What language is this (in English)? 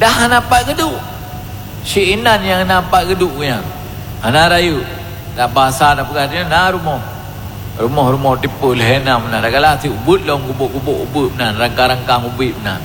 Achinese